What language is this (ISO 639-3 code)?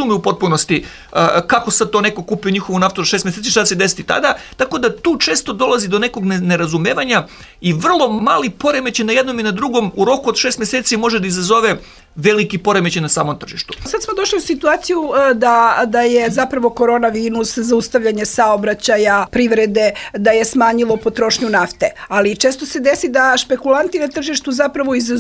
srp